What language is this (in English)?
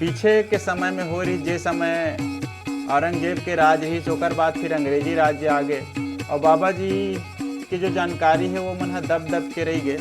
Chhattisgarhi